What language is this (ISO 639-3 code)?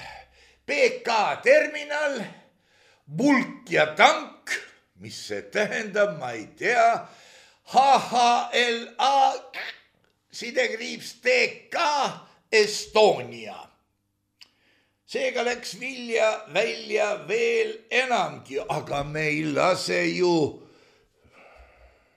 est